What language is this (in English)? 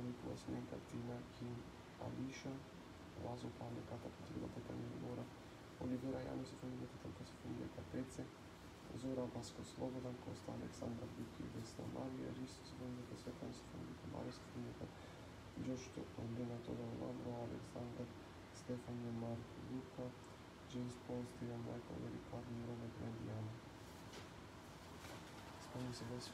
Macedonian